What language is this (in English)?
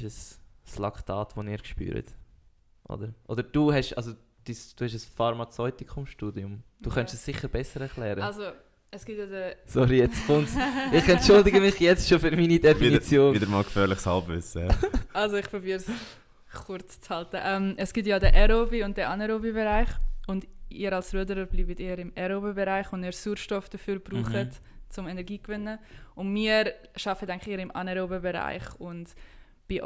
Swiss German